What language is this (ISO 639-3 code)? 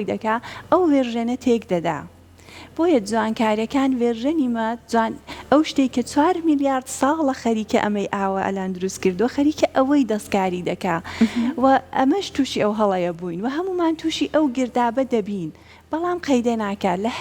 ckb